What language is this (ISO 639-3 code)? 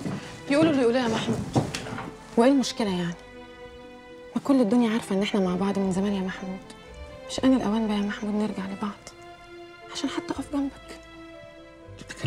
arz